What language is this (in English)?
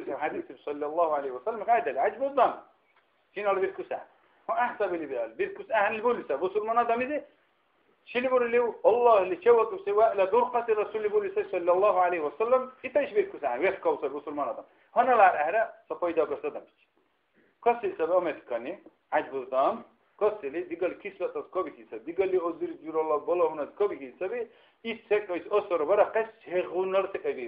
Dargwa